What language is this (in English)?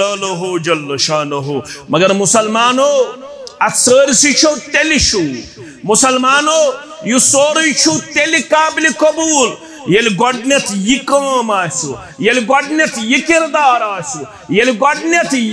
Kashmiri